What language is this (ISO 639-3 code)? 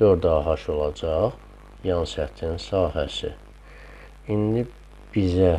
aze